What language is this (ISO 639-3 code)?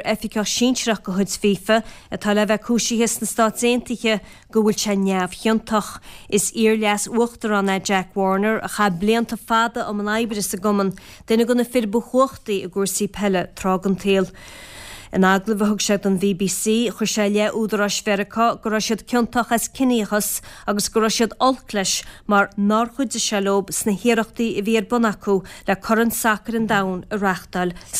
gle